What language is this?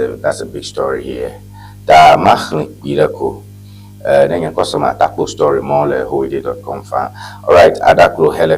Ewe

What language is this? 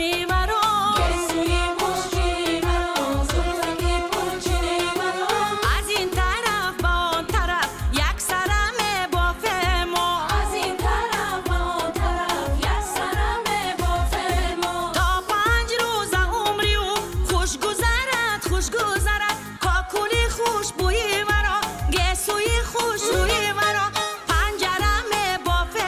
Tajik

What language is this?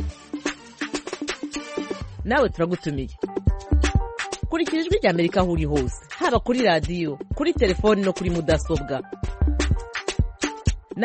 Kinyarwanda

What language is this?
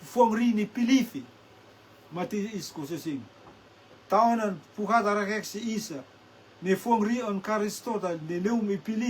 Rotuman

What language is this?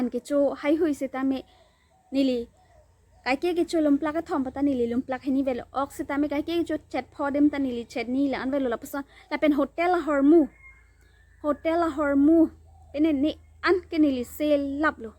Karbi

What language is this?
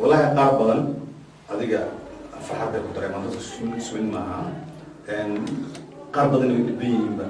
Somali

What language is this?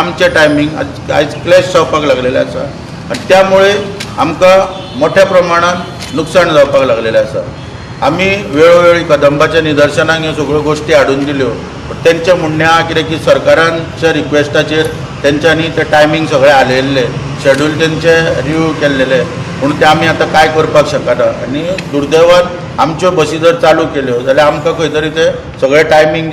Konkani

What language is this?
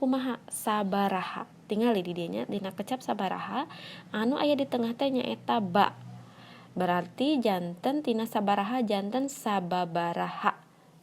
Sundanese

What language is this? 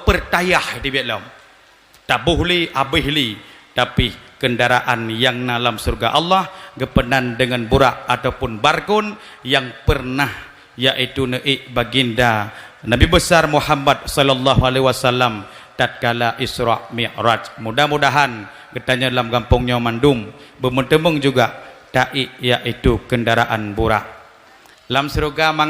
Achinese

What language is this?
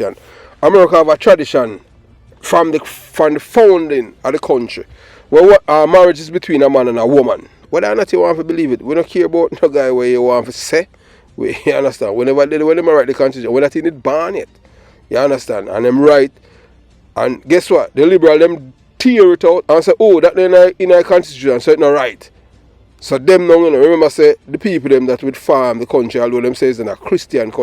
Jamaican Creole English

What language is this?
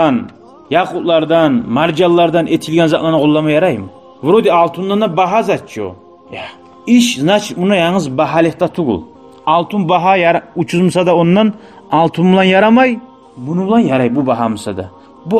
Kumyk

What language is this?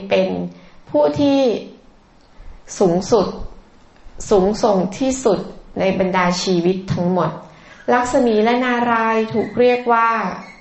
Thai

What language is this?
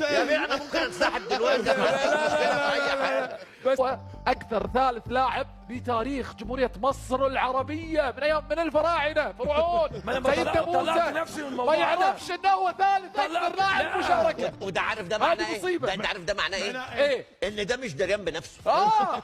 Egyptian Arabic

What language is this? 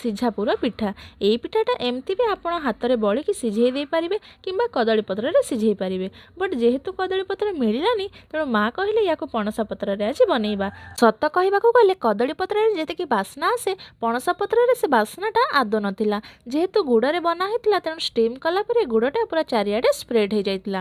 Odia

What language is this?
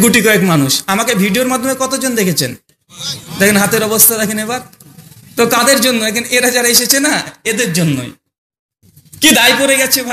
Bangla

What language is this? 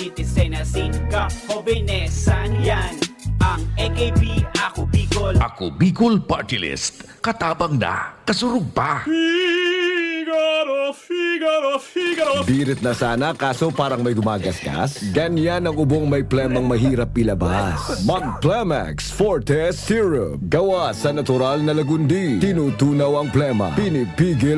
Bikol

